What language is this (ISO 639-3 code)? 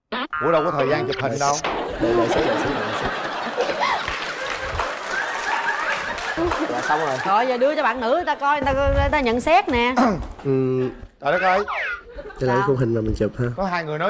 vie